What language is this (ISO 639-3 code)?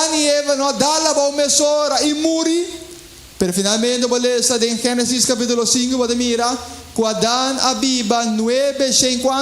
pap